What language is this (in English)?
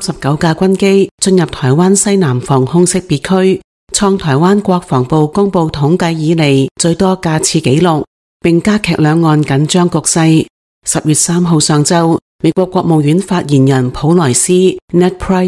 Cantonese